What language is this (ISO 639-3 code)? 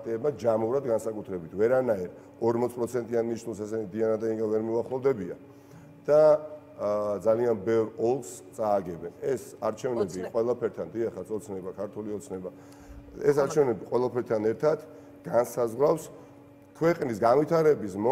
kat